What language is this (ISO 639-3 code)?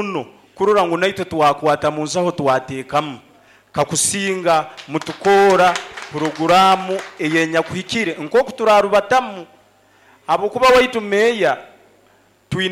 nyo